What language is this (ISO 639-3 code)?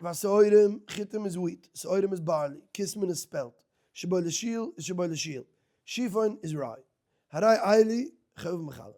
yid